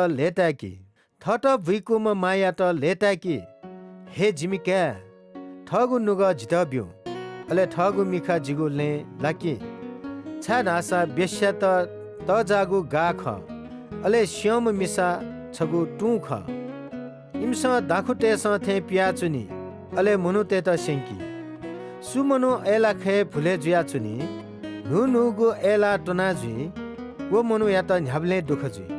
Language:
Newari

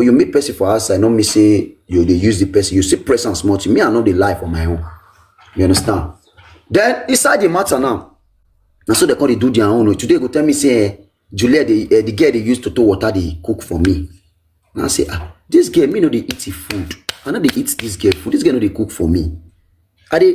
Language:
Nigerian Pidgin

